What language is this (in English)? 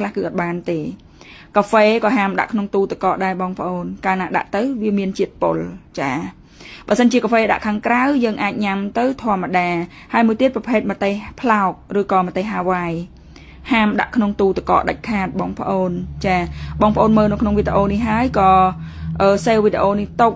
Khmer